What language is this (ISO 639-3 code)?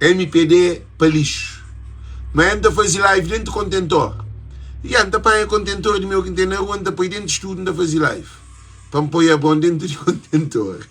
kea